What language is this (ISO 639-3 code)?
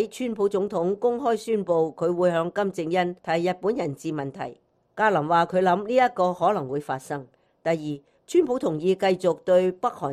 yue